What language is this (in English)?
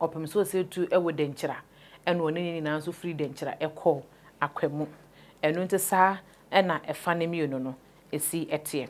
Akan